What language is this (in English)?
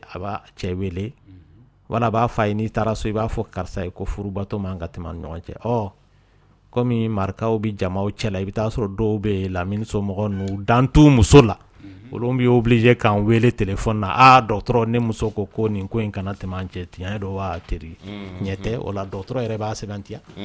Dyula